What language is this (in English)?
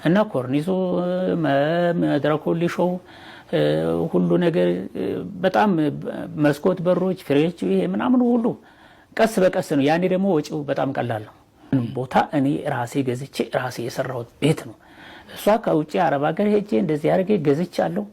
Amharic